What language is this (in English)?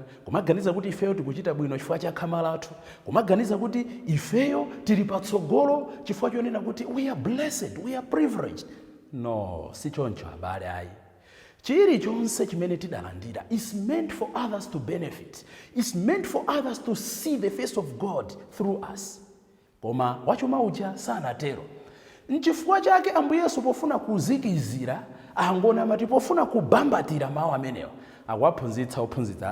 Nyanja